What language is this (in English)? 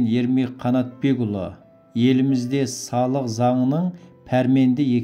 Kazakh